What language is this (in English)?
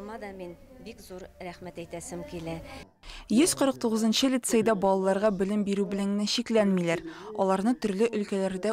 Tatar